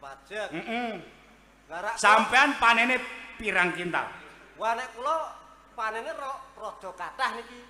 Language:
Javanese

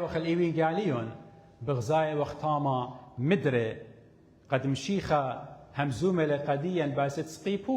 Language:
Assyrian Neo-Aramaic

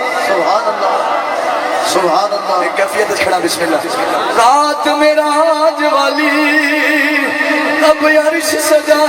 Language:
Saraiki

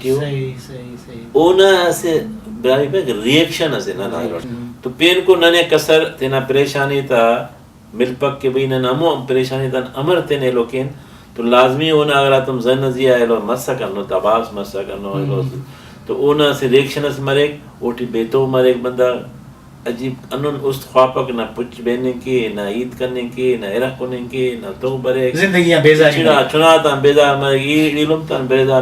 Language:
Brahui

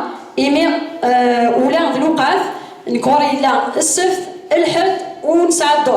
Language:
Kabyle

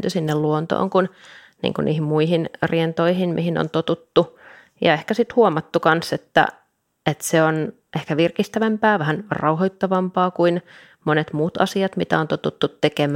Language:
Finnish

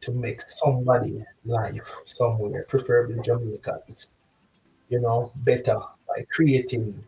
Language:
Jamaican Creole English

